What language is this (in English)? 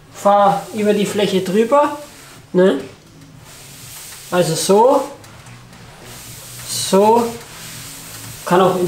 German